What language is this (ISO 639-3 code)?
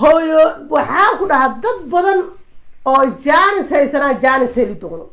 som